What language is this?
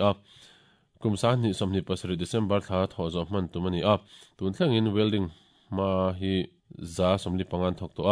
Mizo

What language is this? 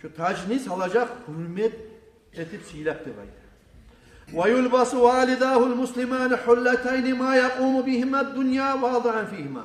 Kumyk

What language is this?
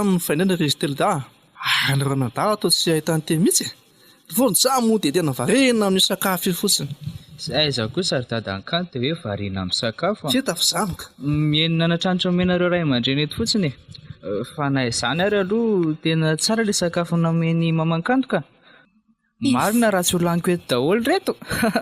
Malagasy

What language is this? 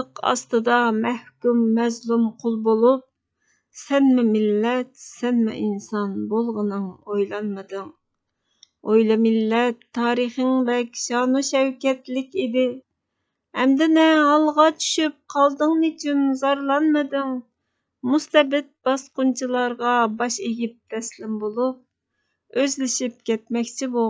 Uyghur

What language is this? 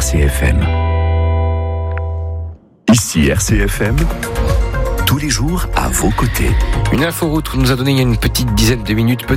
French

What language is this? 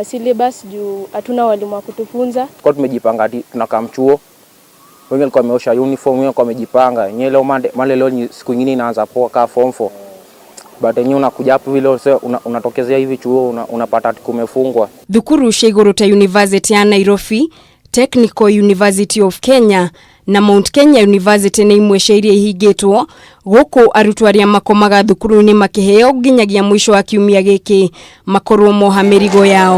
Kikuyu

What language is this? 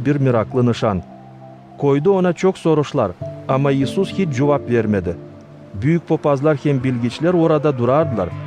Gagauz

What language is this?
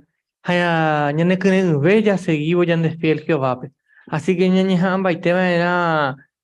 Guarani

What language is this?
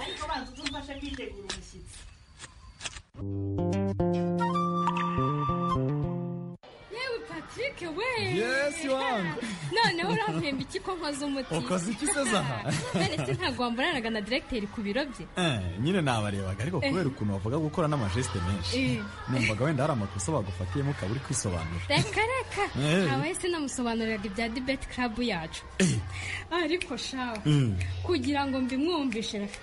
Kinyarwanda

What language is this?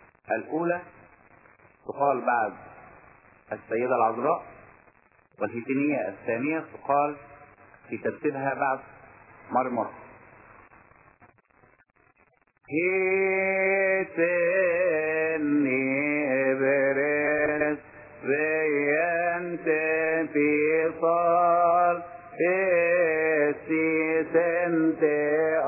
Arabic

